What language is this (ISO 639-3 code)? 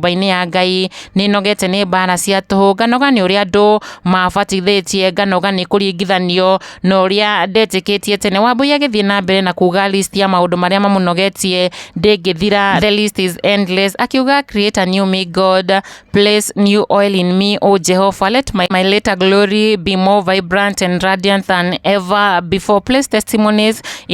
kik